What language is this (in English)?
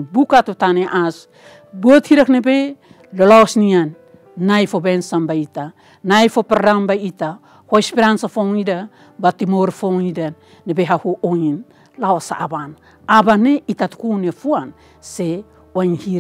Tetum